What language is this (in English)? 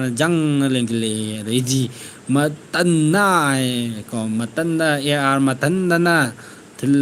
Manipuri